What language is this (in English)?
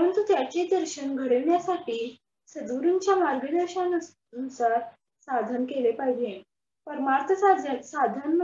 Marathi